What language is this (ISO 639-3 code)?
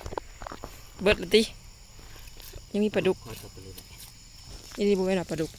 lao